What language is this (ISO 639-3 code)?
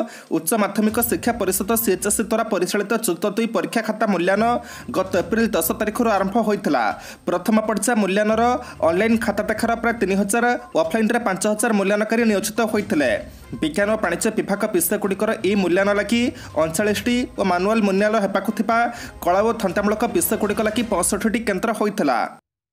ori